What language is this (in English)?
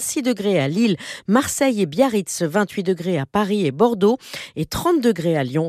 French